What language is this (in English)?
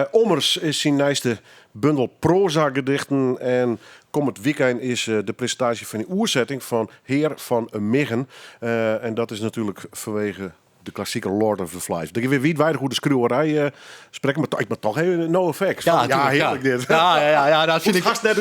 Western Frisian